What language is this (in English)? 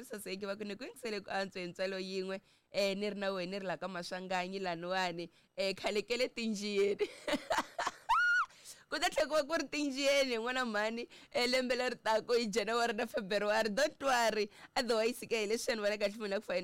Tsonga